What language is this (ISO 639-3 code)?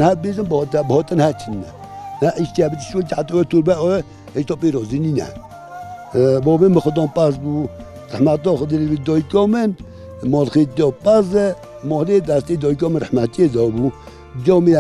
kur